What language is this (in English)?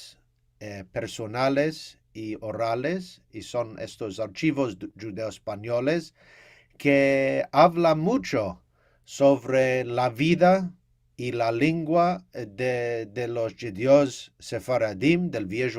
Ladino